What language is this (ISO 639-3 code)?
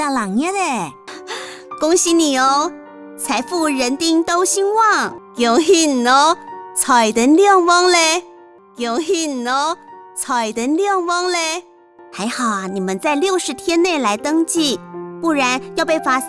hak